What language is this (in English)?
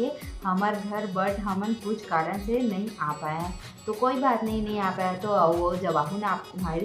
Chhattisgarhi